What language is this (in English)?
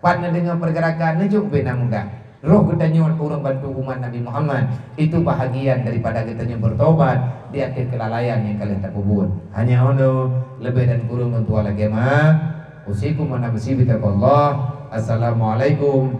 Achinese